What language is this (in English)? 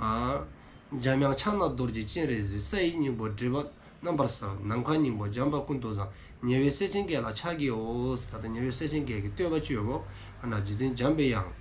Dzongkha